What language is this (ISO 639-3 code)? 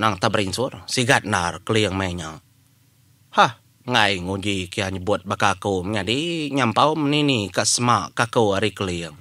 iba